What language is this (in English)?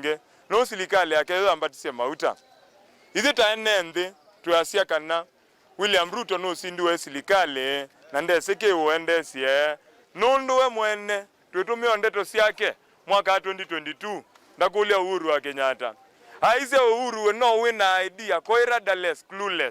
Kamba